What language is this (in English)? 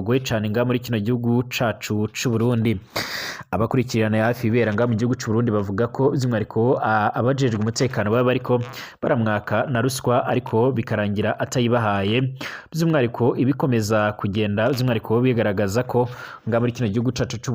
Rundi